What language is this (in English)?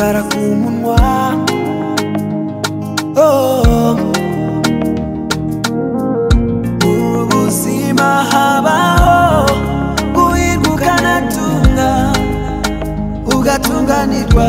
Kinyarwanda